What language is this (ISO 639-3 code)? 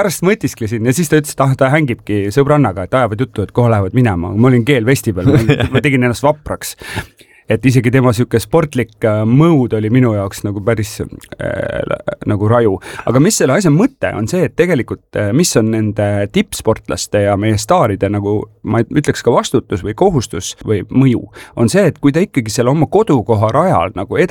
est